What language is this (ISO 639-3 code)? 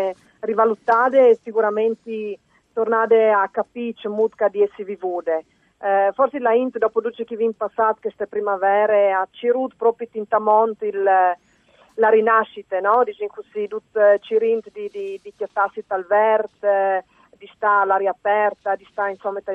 fur